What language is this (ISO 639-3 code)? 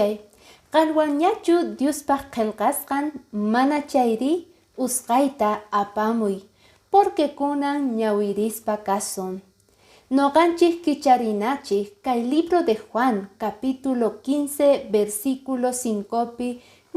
que